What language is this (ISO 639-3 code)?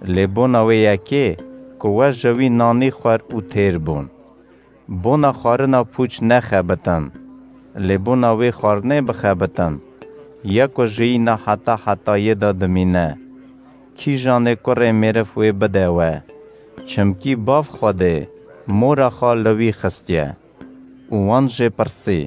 kur